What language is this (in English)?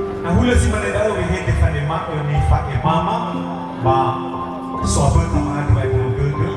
Nias